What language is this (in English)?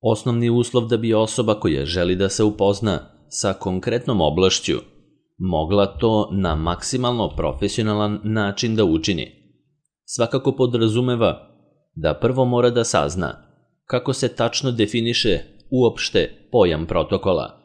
Serbian